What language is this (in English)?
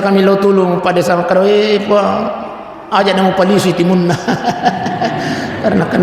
Buginese